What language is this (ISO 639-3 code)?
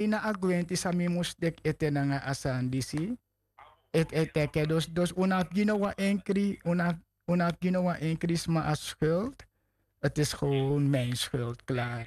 srn